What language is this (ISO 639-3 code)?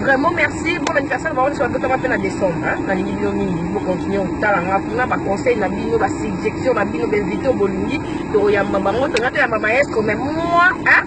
lin